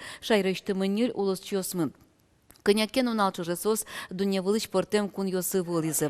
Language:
Udmurt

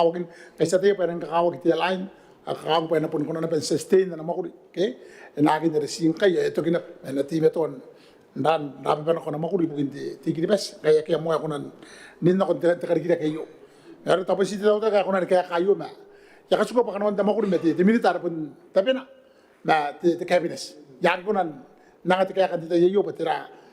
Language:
Gilbertese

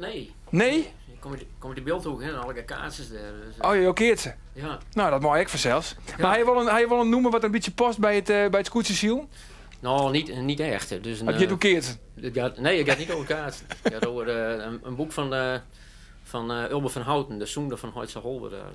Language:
Western Frisian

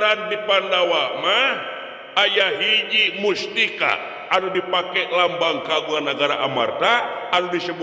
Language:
Sundanese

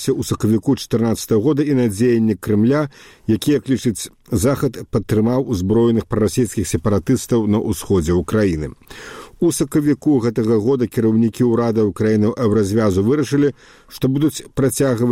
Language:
Belarusian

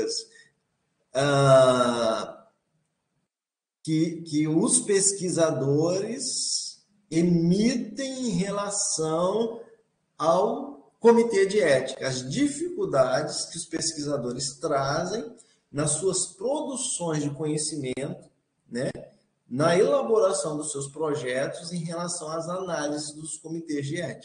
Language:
Portuguese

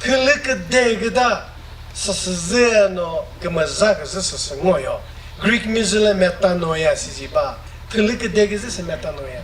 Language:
Chokri Naga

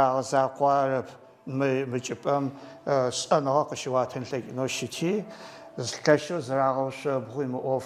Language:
Adyghe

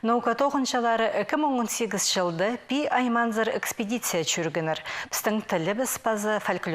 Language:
Khakas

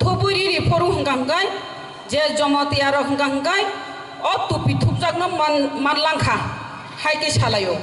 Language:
Kok Borok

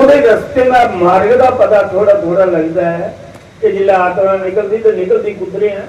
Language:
Dogri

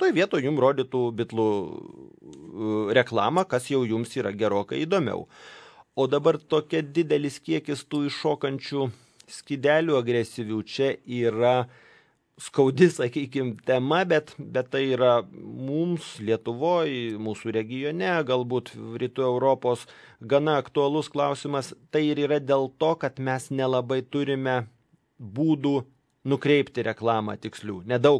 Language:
Lithuanian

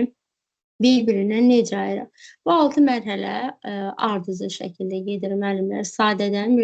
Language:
Azerbaijani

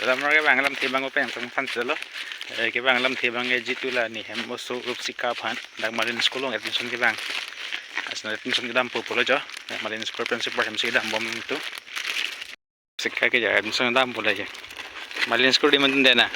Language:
Karbi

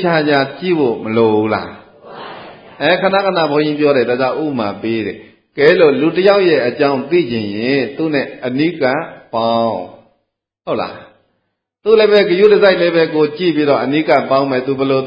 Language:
Burmese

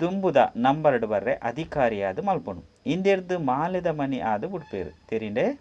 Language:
Tulu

